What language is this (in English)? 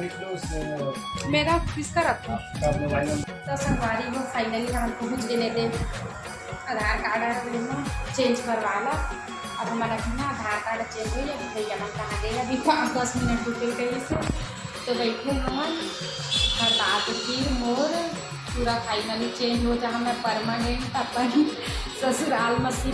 Chhattisgarhi